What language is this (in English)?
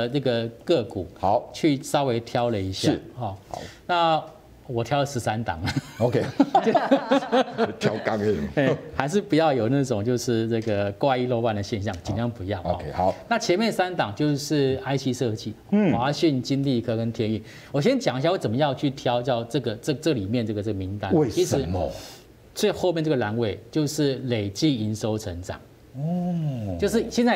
Chinese